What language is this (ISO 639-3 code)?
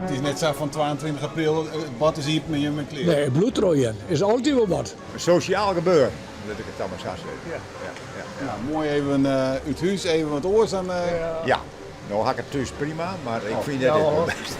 fry